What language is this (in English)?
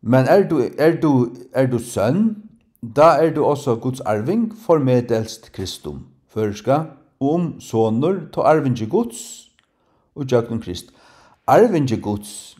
Faroese